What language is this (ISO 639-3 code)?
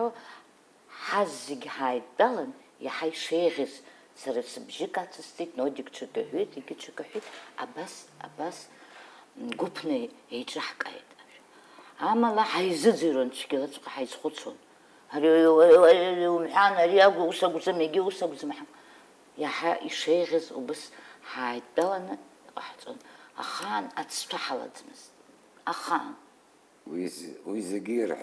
abk